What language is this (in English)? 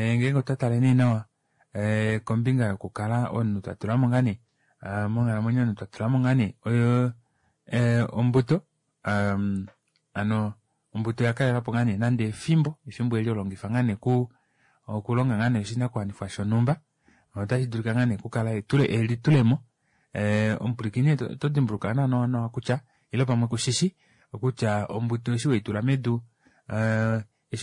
Kuanyama